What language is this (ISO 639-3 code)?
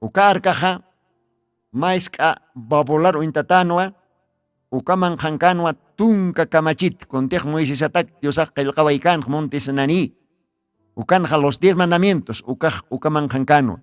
aym